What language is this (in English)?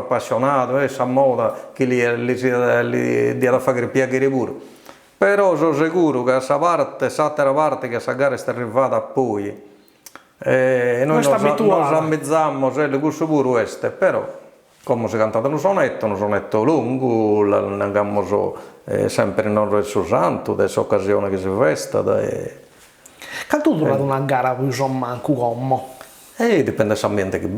Sardinian